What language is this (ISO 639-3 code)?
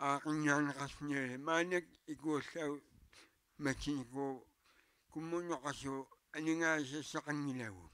kal